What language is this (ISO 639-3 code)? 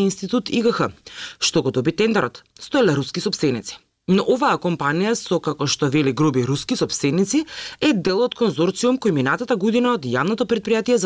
mkd